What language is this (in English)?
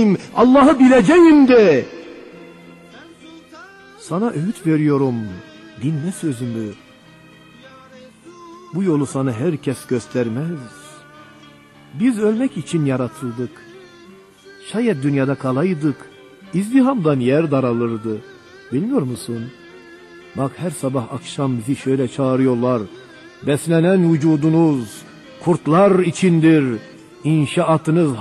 Turkish